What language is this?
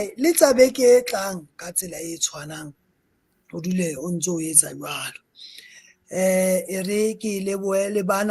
Southern Sotho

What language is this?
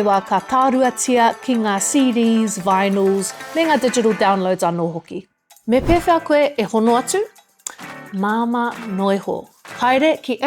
Māori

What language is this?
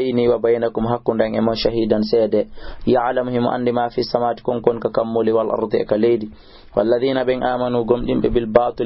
Fula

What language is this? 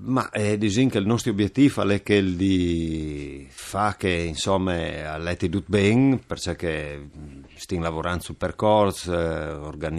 Friulian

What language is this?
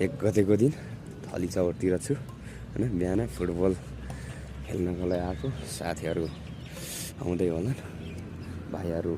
Nepali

